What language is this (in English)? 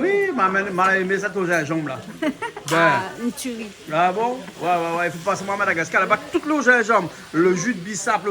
Réunion Creole French